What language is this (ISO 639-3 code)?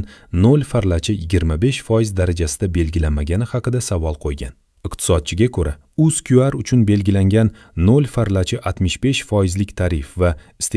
uzb